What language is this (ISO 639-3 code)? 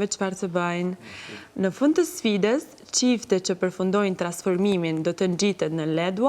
sqi